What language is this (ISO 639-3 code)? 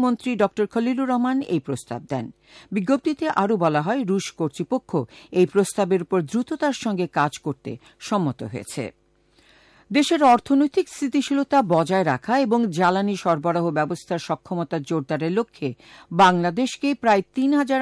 ben